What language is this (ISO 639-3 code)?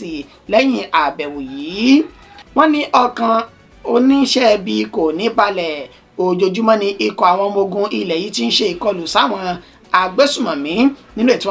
yor